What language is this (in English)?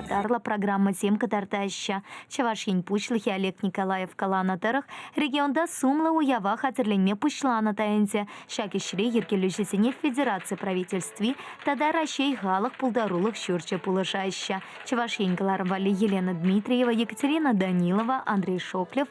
Chuvash